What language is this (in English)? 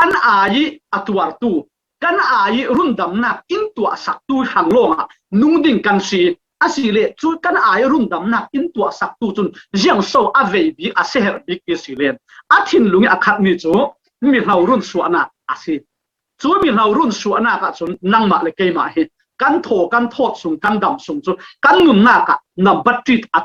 Falam Chin